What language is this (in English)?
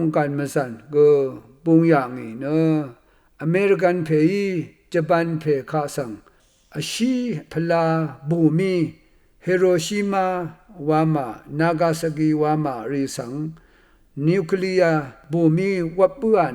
Rawang